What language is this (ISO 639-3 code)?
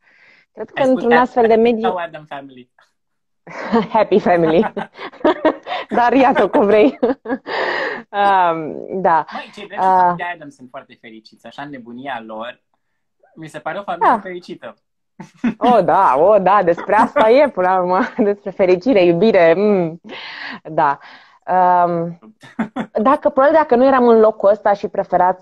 ron